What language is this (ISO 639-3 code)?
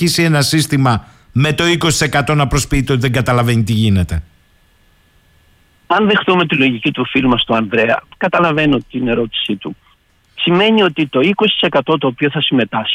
ell